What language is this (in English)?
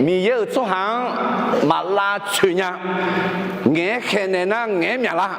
Akha